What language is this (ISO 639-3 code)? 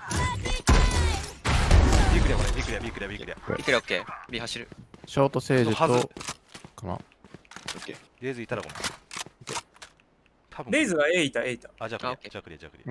jpn